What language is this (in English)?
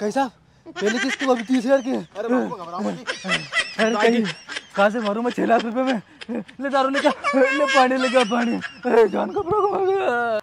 Rajasthani